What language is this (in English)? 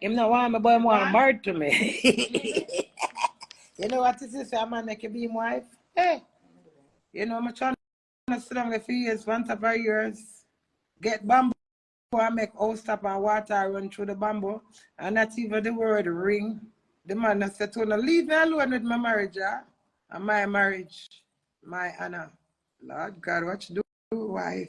Jamaican Creole English